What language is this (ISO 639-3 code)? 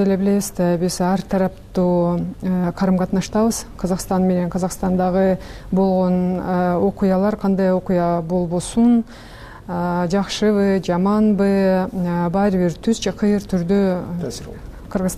kir